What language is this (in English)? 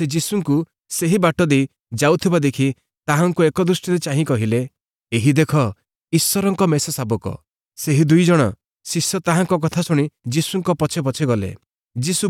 Odia